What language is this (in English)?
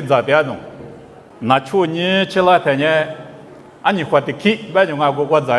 Lisu